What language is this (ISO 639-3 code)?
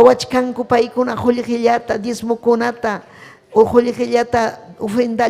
quy